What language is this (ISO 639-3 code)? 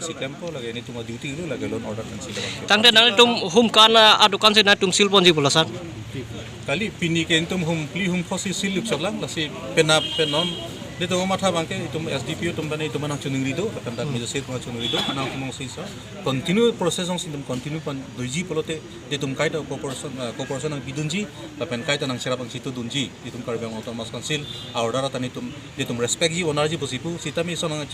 mjw